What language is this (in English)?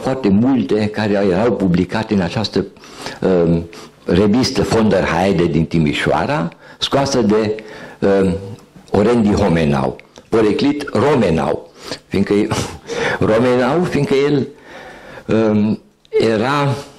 Romanian